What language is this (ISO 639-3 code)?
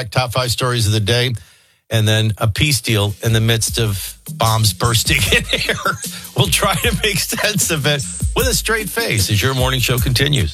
eng